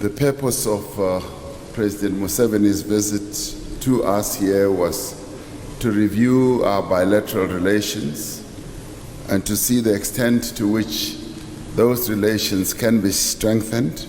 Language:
Northern Sotho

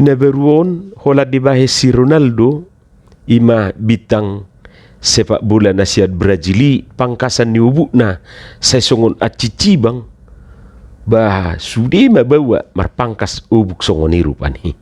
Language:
Batak Toba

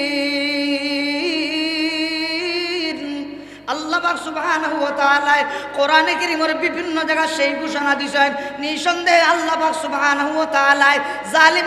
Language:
Sylheti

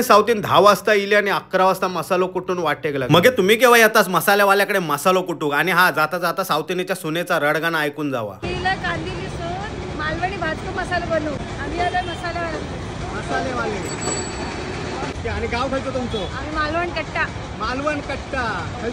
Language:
Konkani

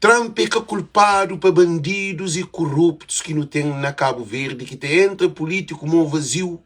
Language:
Kabuverdianu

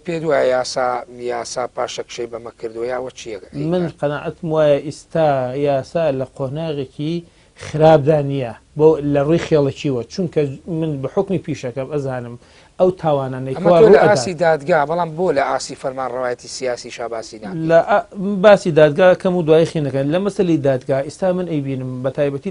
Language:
Central Kurdish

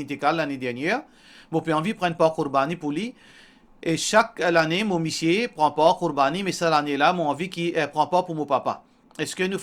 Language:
Morisyen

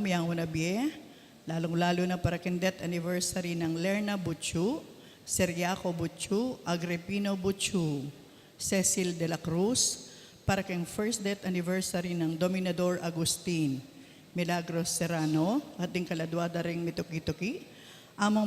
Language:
Pampanga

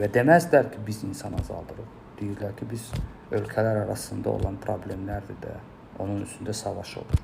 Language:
Azerbaijani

